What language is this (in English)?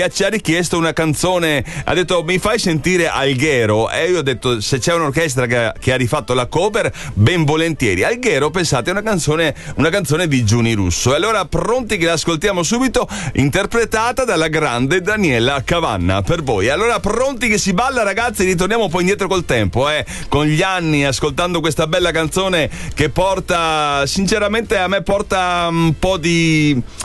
Italian